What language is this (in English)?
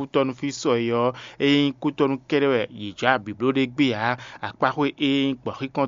Fon